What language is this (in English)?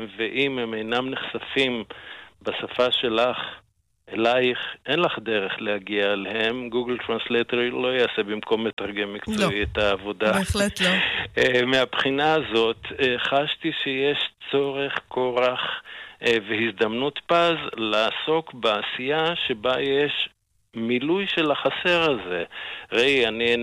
Hebrew